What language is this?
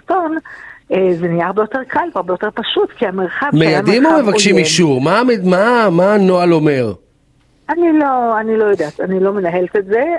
Hebrew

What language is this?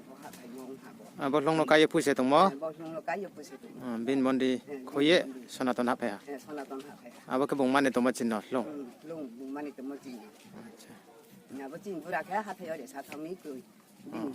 Riang (India)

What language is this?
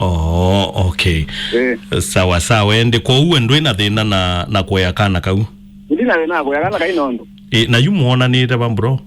Kamba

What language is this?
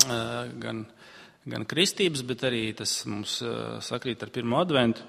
Latvian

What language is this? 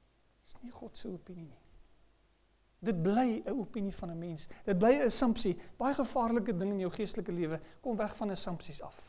Afrikaans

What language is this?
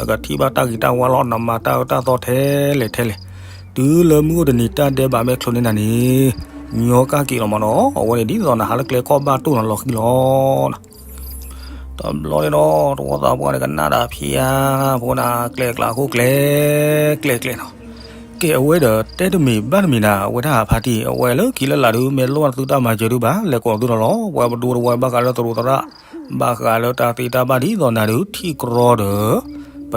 S'gaw Karen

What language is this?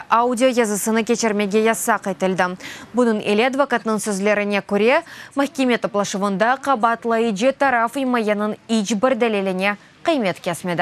Crimean Tatar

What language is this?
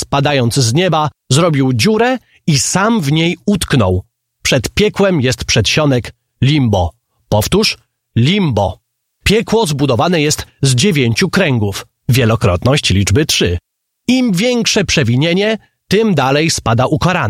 Polish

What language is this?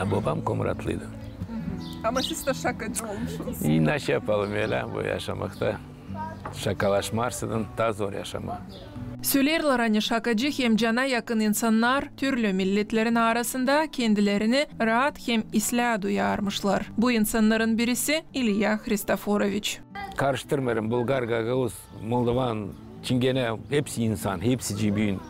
Gagauz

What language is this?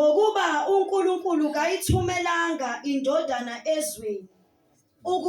Zulu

